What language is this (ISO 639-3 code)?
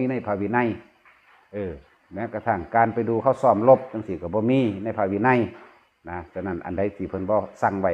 lao